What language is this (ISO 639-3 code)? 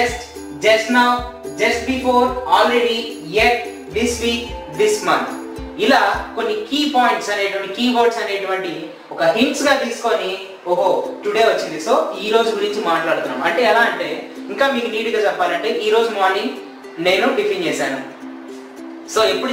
tel